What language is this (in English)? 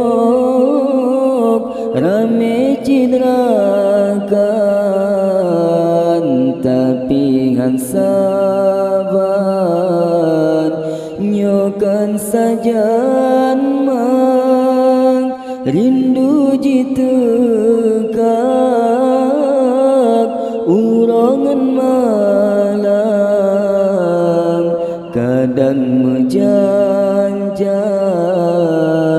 Achinese